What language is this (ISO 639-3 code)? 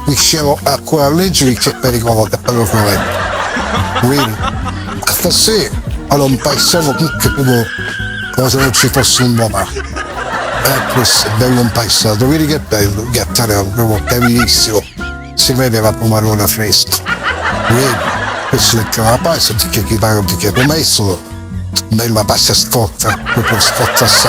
scn